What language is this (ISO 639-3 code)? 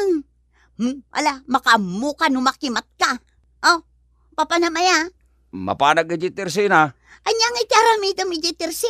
ilo